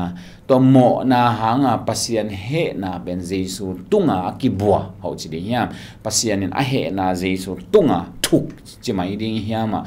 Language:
Tedim Chin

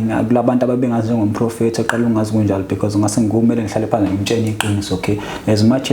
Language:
Zulu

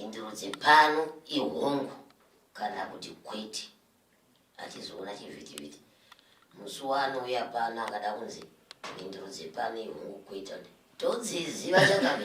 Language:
Shona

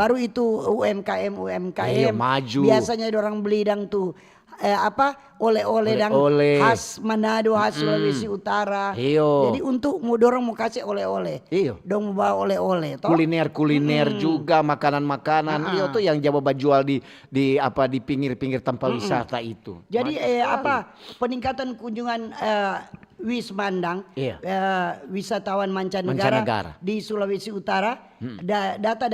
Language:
Manado Malay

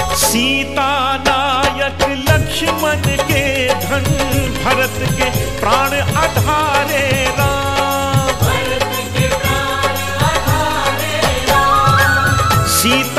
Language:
Hindi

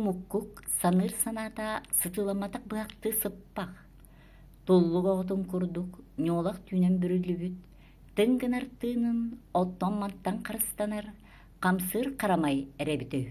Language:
Yakut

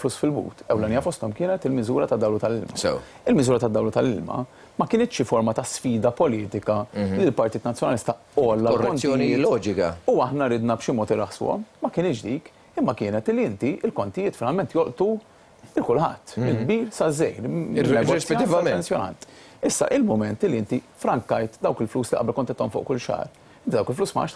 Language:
Maltese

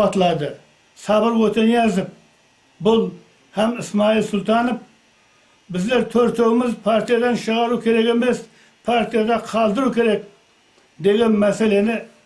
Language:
Kara-Kalpak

